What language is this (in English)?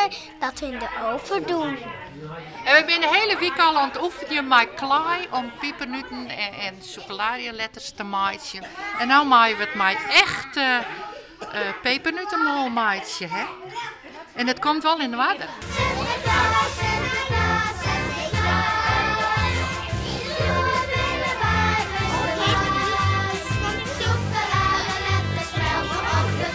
Western Frisian